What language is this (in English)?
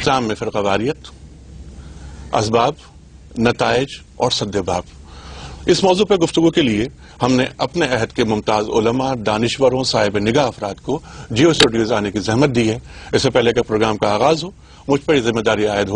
Urdu